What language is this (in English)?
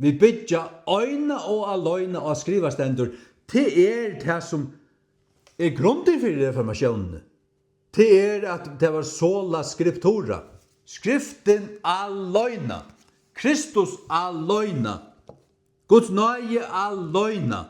Faroese